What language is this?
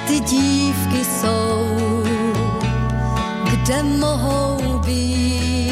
Czech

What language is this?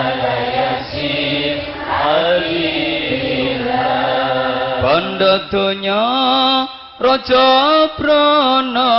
Javanese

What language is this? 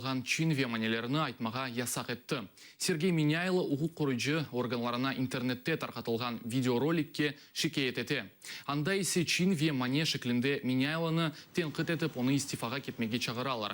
Crimean Tatar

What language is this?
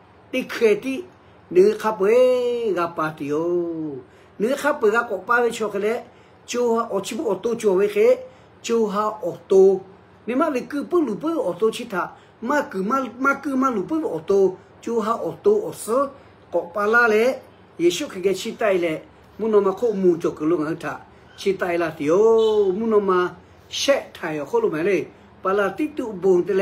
Lahu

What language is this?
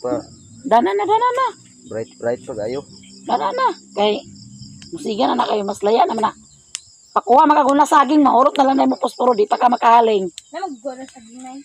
Cebuano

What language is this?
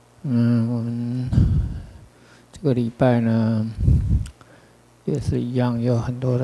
Chinese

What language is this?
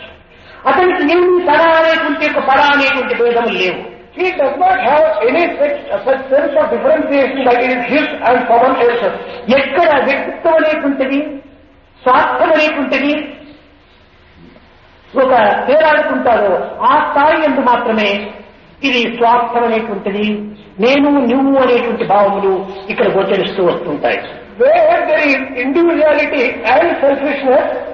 Telugu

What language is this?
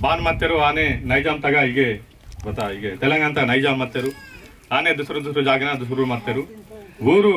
Aheri Gondi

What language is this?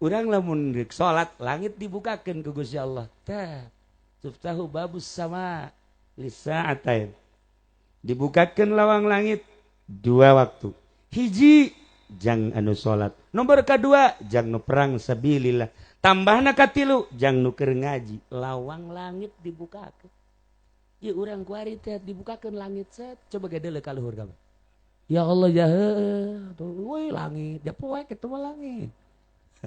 Sundanese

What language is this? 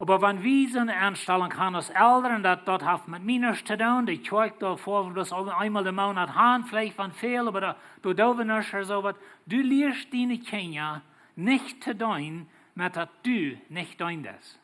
Plautdietsch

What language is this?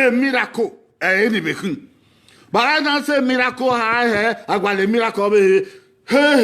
Bini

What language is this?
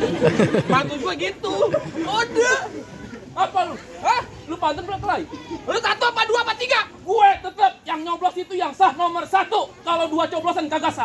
Betawi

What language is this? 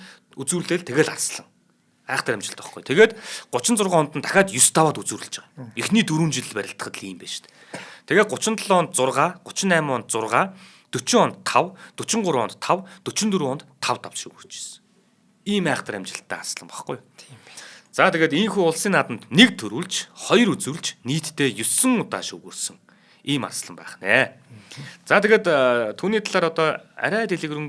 Mongolian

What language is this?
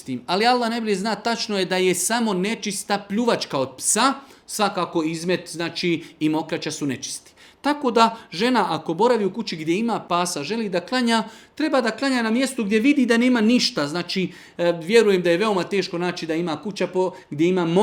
Bosnian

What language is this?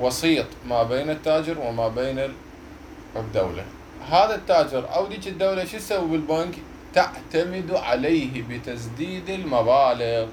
Mesopotamian Arabic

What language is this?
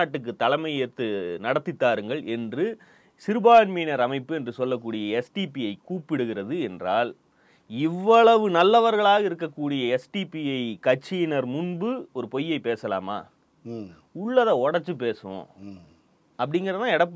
Tamil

